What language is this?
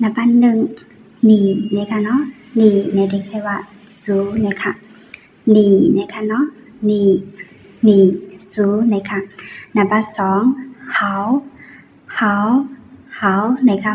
Shan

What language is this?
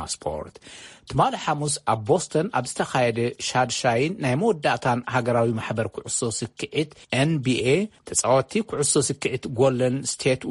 Tigrinya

